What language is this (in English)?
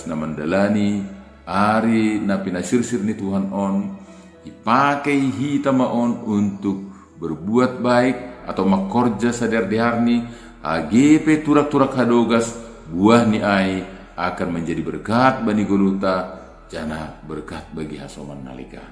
Batak Simalungun